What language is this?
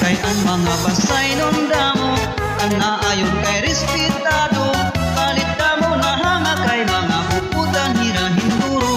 Waray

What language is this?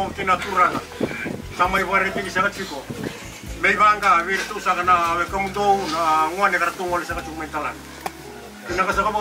Fijian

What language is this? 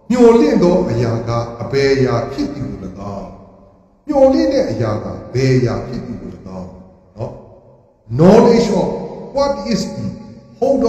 Burmese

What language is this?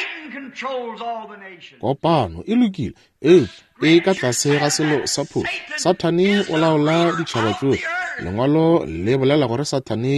Northern Sotho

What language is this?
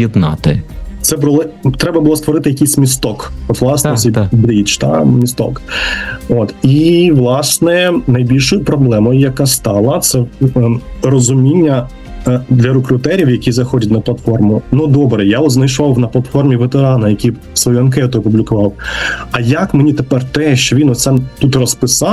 Ukrainian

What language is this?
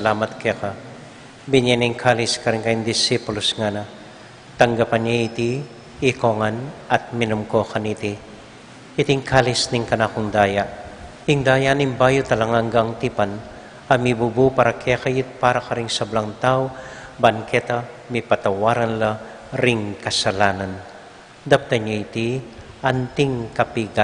Pampanga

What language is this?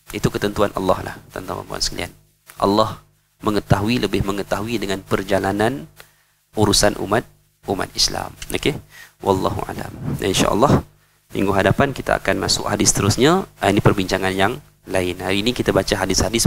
Malay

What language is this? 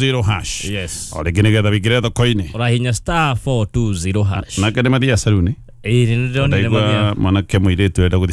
Kikuyu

